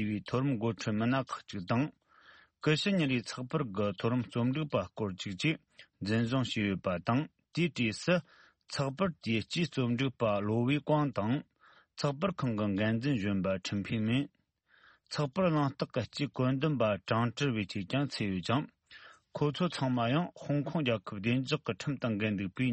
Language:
Tibetan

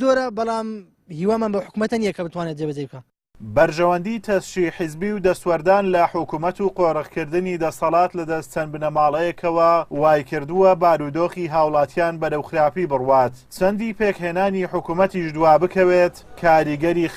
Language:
Central Kurdish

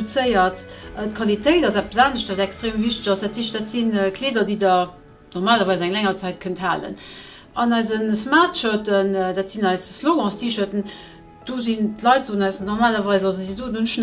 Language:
Luxembourgish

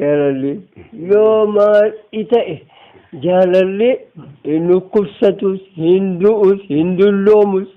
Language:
Oromo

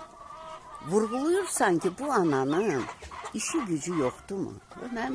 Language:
Azerbaijani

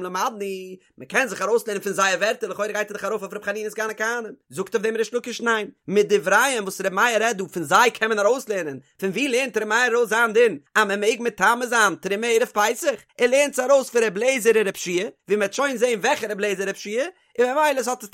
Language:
Yiddish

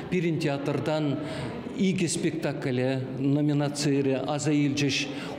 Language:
Chuvash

